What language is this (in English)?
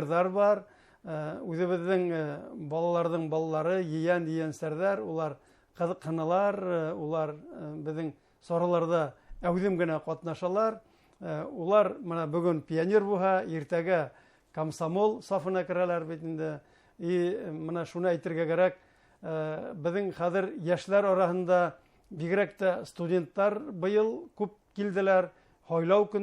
Bashkir